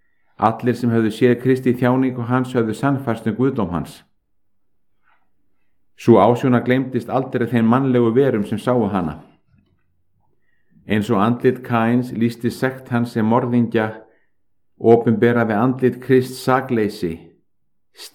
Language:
Icelandic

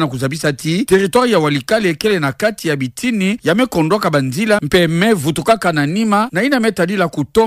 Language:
Kituba (Democratic Republic of Congo)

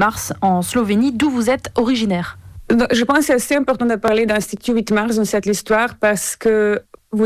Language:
French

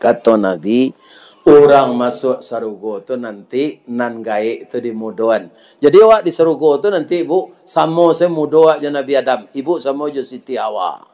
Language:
Minangkabau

